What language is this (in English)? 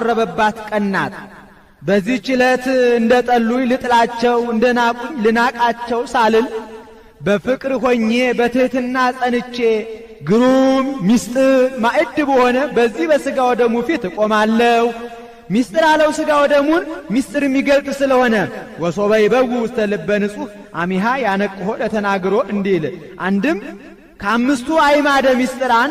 Amharic